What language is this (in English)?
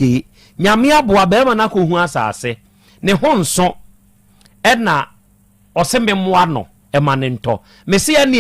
Akan